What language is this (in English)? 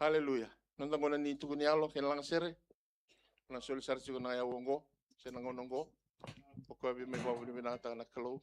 Fijian